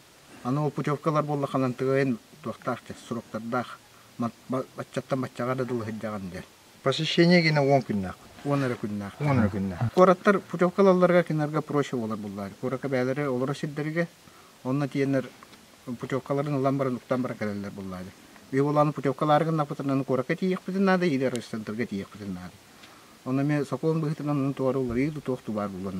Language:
Yakut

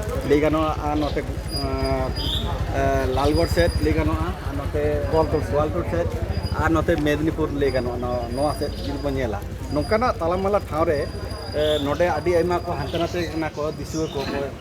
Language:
Santali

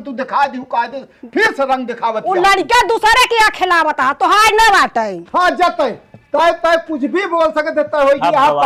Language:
Awadhi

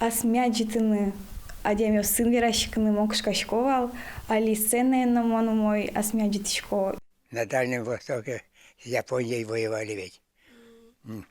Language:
Udmurt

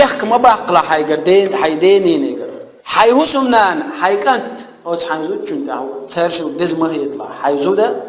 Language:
Chechen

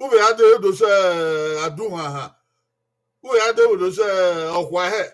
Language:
Bini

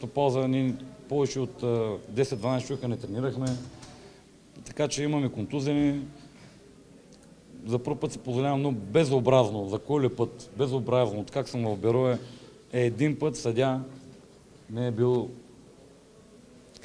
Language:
Bulgarian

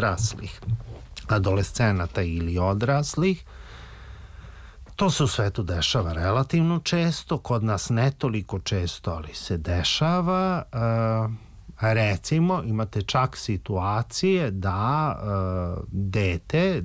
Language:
Serbian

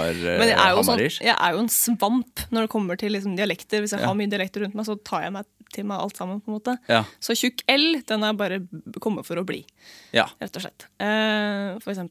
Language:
Norwegian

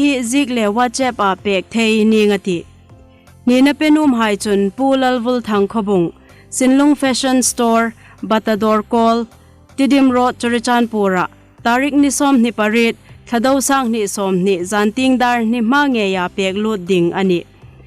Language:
Hmar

